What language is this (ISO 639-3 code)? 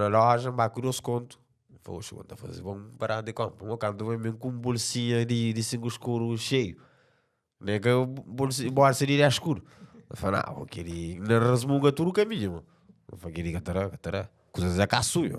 kea